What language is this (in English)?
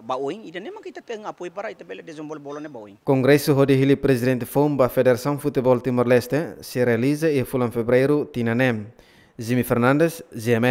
Tetum